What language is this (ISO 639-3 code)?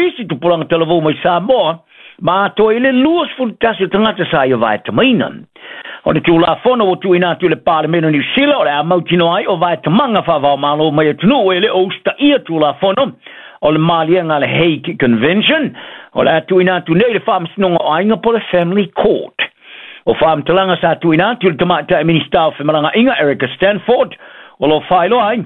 smo